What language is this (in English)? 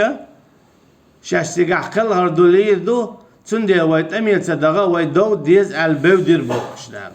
Chechen